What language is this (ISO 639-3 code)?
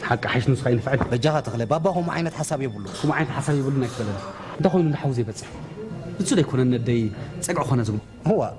tir